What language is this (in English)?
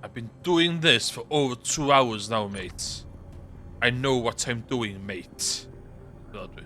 Welsh